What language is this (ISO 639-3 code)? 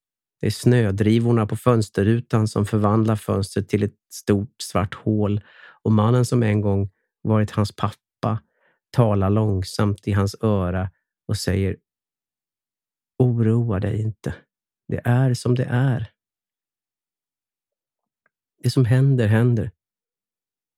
swe